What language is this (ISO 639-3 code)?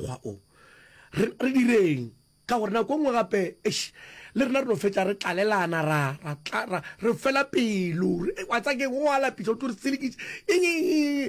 nso